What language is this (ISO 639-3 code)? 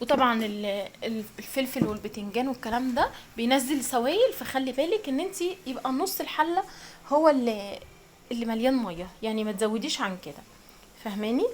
arz